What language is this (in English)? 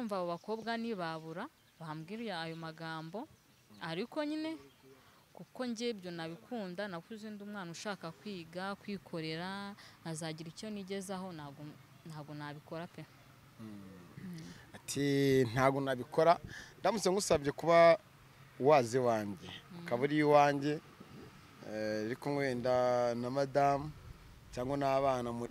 Kinyarwanda